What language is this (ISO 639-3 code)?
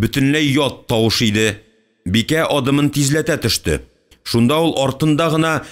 tat